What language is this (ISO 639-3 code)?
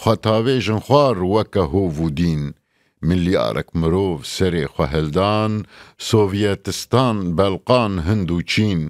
kur